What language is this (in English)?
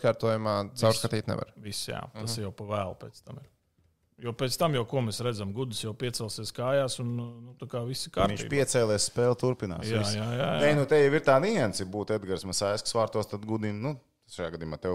Latvian